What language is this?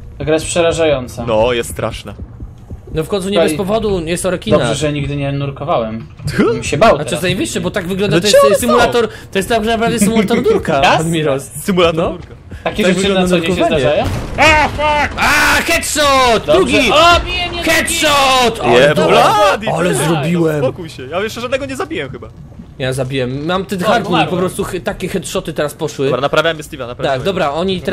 Polish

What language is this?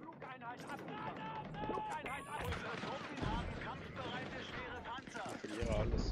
Swiss German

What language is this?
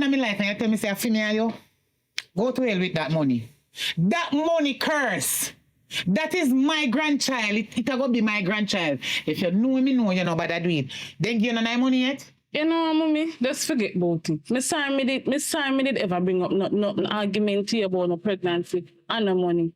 Jamaican Creole English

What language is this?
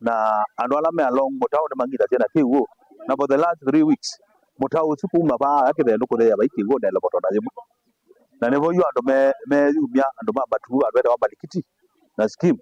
Kamba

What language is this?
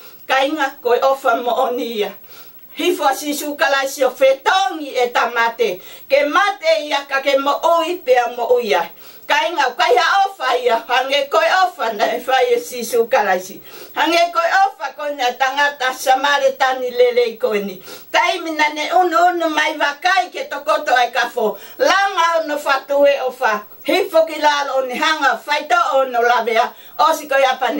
Tongan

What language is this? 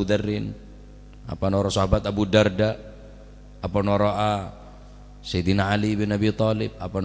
Madurese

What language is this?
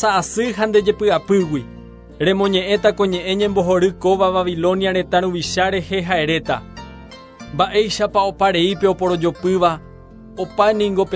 Guarani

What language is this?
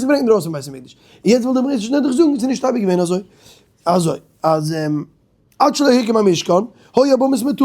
Yiddish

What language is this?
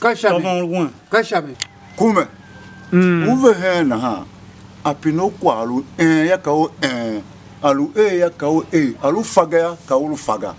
Tiv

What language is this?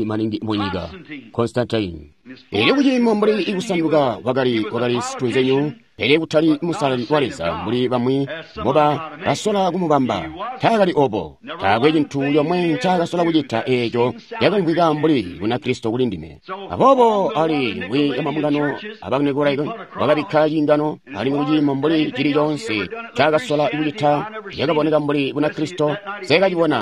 Tonga (Zambia)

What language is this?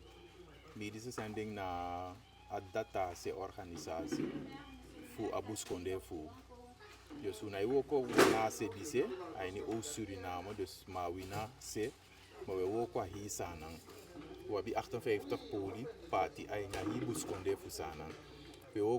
Eastern Maroon Creole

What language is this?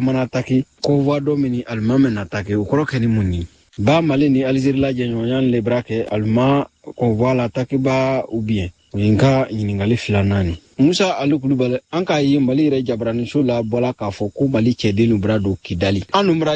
Bambara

